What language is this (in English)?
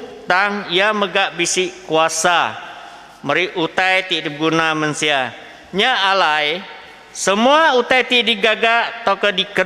Iban